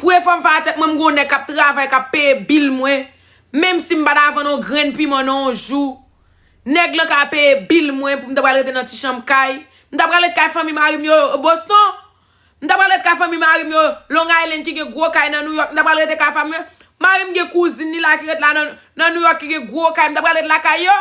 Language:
Haitian Creole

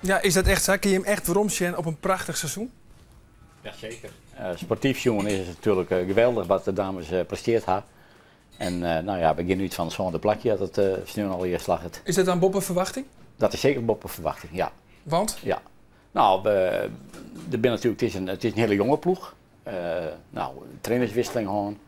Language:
Western Frisian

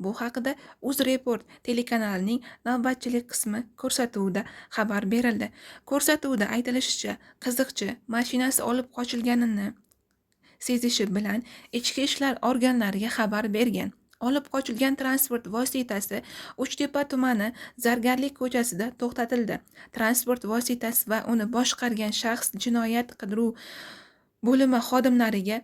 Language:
Uzbek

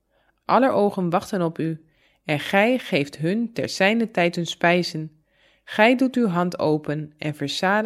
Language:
Dutch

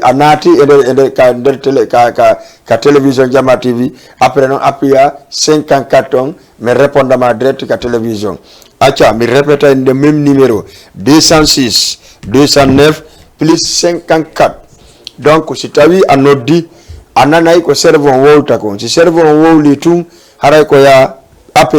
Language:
Fula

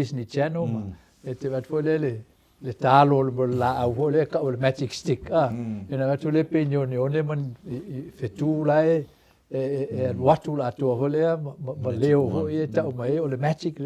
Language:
Samoan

